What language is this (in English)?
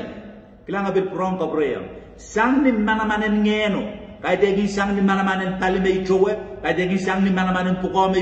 Pohnpeian